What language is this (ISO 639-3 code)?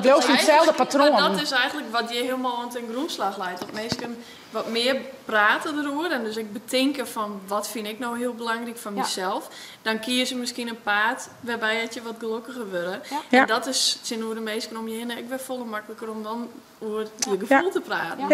fry